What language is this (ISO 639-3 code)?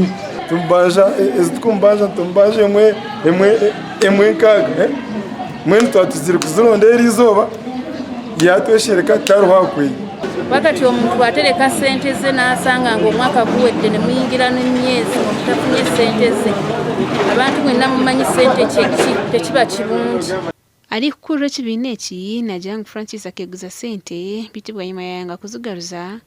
nyn